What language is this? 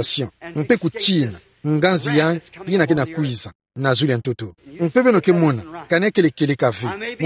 Kituba (Democratic Republic of Congo)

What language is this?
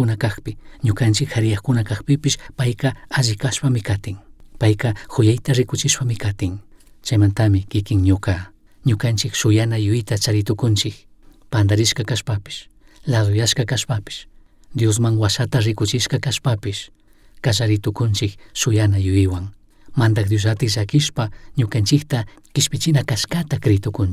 Chimborazo Highland Quichua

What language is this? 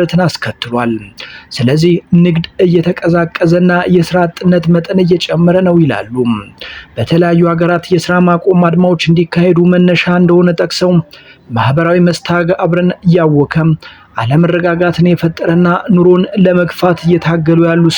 Amharic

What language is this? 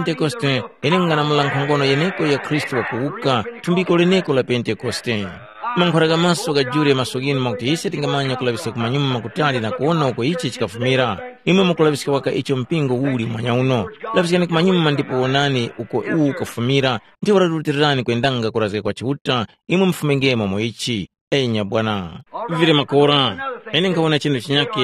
Tumbuka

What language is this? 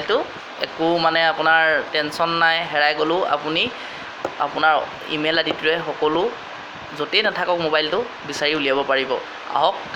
Assamese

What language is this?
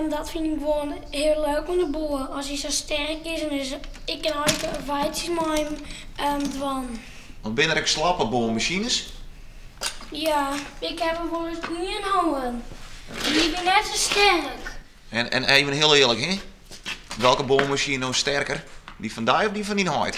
Western Frisian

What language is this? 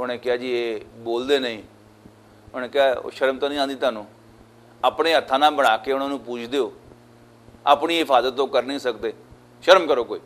Western Panjabi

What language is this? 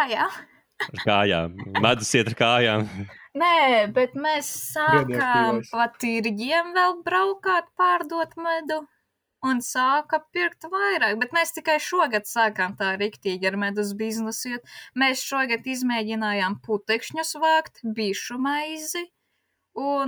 Latvian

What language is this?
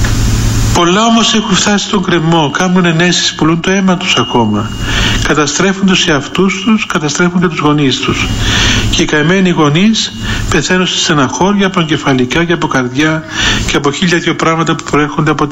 Greek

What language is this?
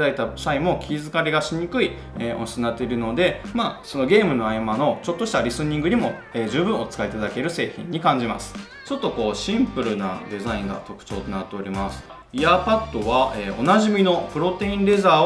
Japanese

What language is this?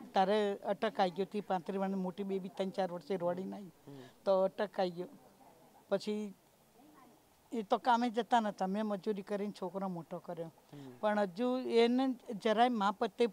Gujarati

